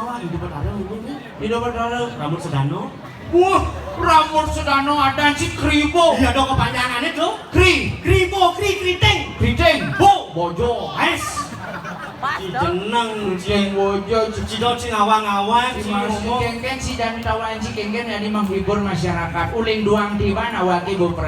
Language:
Balinese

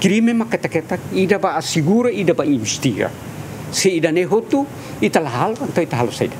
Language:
Tetum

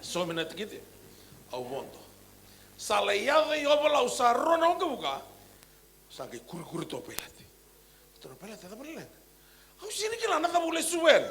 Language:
Fijian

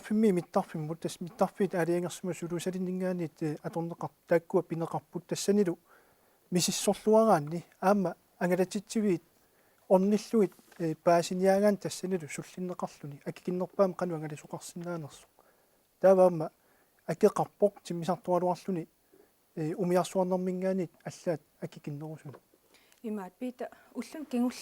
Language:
Kalaallisut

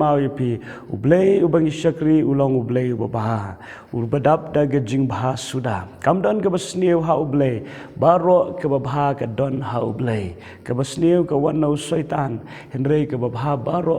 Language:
Khasi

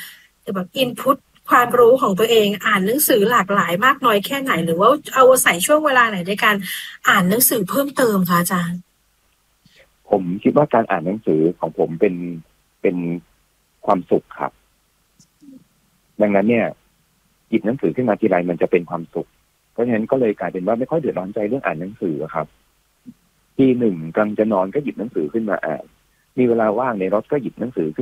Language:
Thai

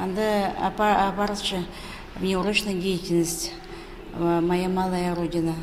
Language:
Khakas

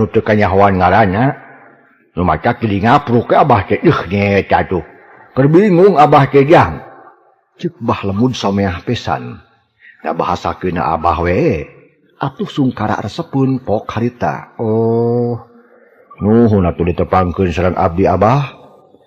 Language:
Sundanese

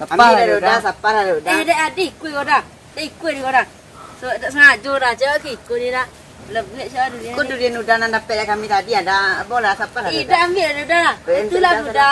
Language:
Minangkabau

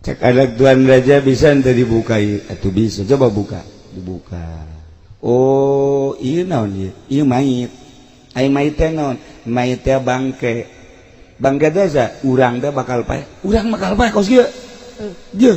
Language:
Sundanese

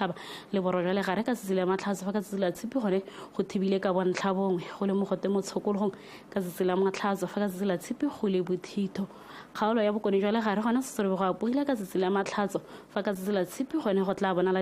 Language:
Tswana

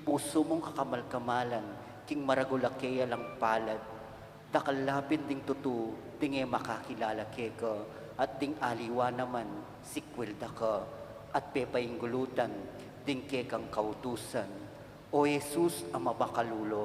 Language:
Pampanga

